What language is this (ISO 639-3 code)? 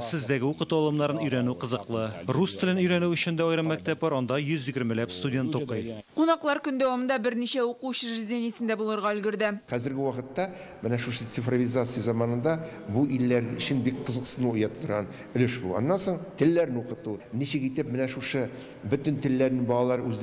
tat